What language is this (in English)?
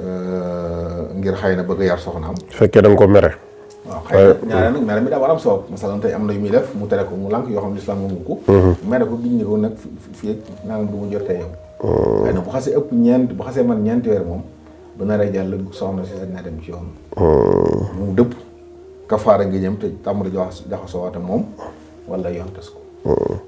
Wolof